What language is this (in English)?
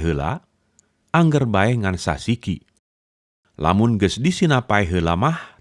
Sundanese